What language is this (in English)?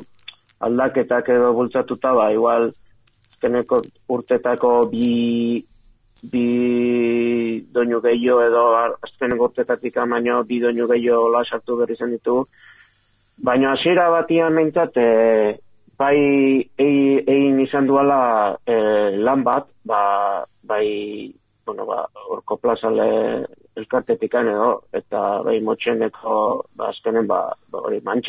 Basque